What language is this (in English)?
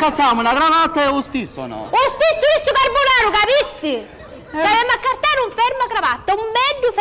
Sicilian